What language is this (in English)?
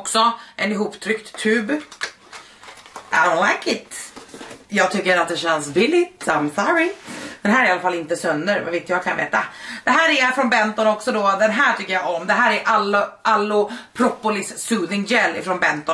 Swedish